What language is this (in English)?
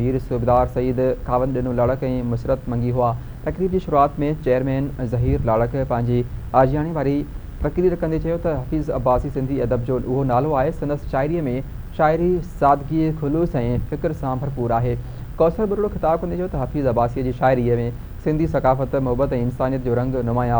Sindhi